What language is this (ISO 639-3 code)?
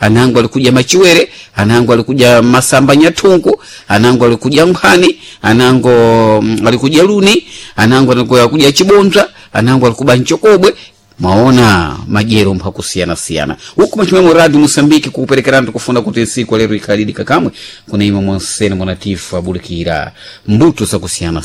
seh